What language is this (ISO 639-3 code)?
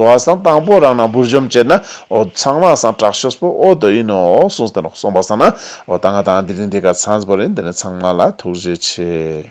lbj